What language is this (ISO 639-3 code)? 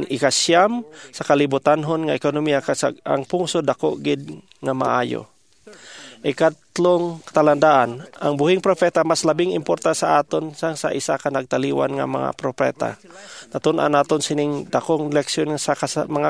hil